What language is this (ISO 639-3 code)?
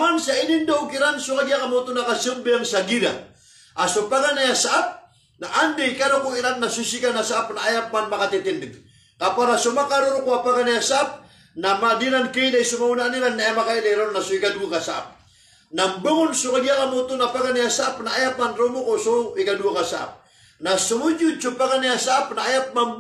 mrw